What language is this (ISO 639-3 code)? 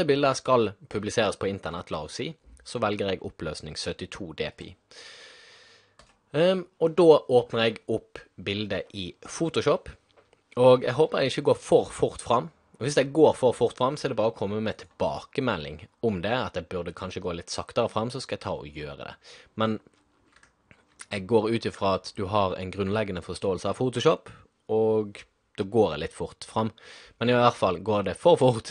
nor